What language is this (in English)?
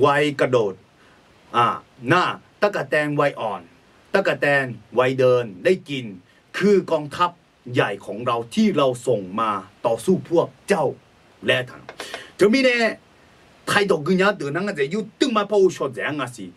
Akha